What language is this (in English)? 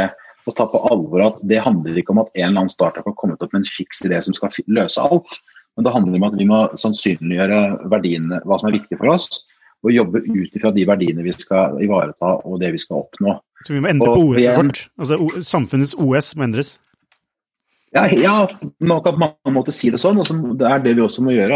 Norwegian